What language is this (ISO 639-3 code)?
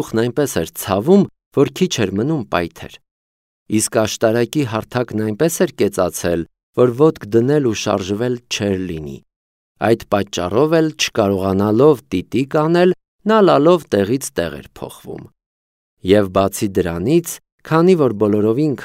hye